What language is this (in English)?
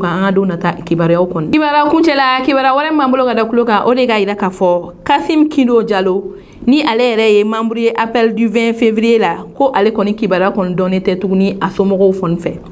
Bambara